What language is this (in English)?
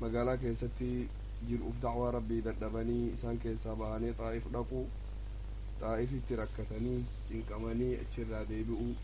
Oromo